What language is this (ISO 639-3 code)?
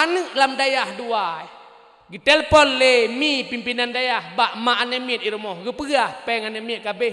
ace